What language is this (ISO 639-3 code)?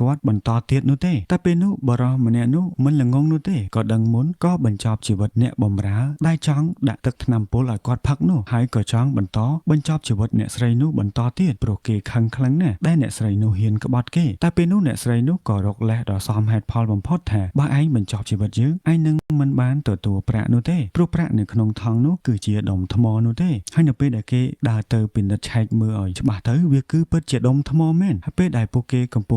khm